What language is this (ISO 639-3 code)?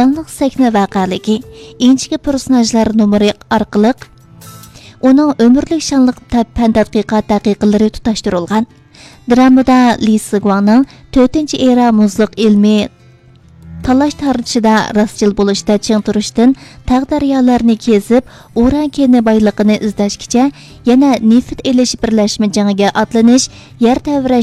uig